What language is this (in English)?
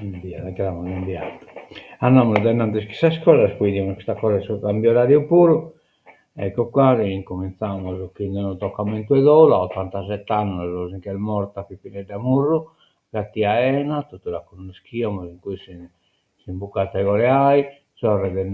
Sardinian